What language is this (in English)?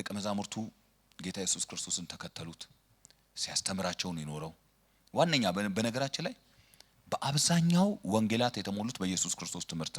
Amharic